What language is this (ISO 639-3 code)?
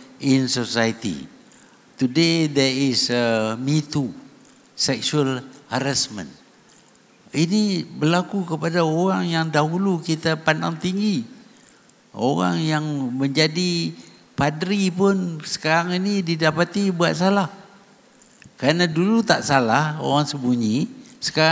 msa